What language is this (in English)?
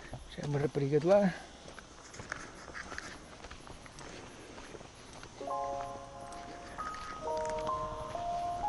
Portuguese